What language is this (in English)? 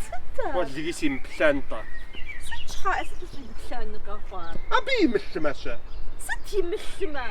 Kabardian